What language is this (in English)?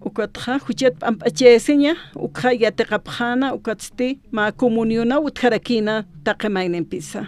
Aymara